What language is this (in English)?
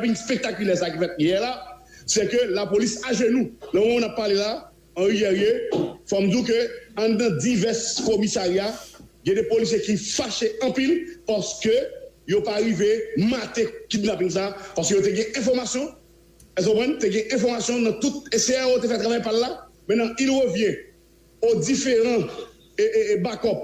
Haitian Creole